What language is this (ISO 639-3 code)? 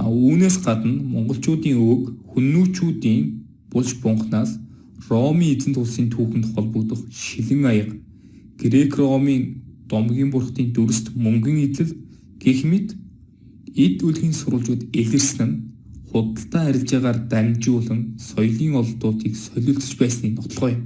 mon